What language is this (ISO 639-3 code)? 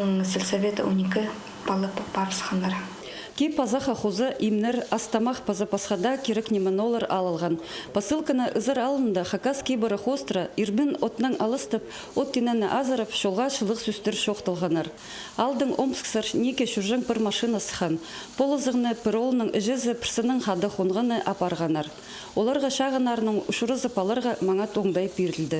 kjh